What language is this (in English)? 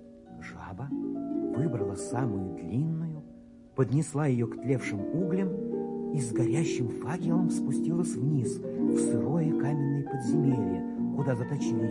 Russian